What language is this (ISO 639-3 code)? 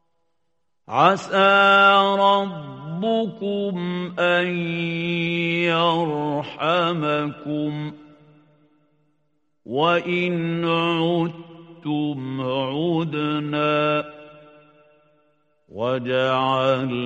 ara